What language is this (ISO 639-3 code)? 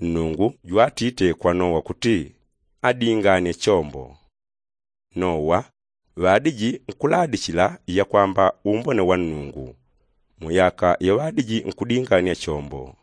yao